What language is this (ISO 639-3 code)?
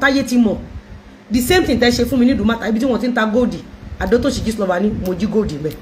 yor